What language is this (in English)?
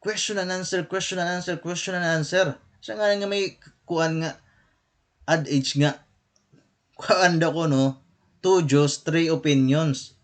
Waray